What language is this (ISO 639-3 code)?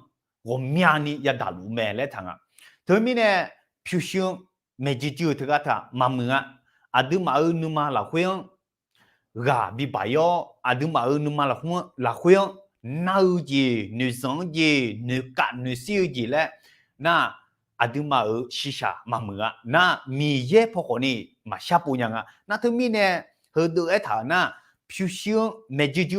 ahk